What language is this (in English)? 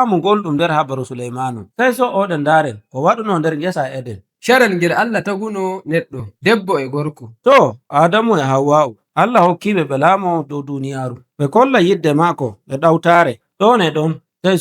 Nigerian Fulfulde